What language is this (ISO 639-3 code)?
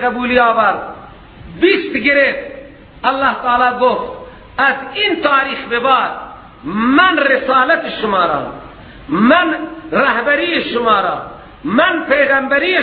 fas